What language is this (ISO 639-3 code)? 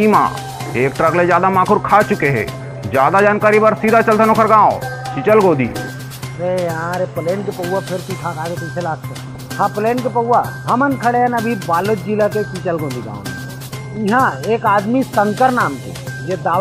hne